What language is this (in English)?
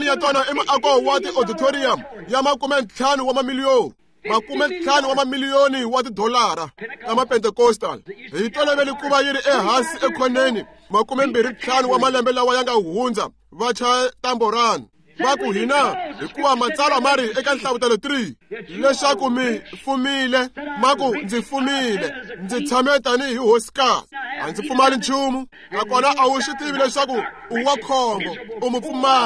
Tsonga